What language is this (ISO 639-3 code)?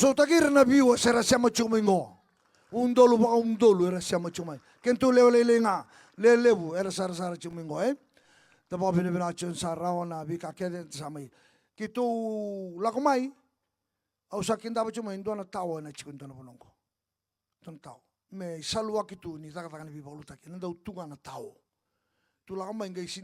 fij